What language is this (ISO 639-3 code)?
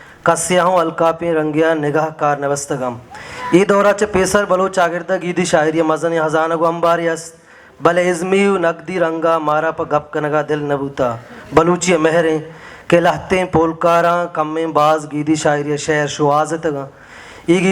bal